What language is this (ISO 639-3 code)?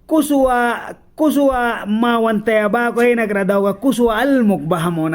miq